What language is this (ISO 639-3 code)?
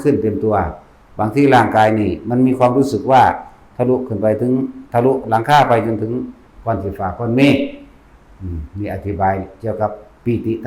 lao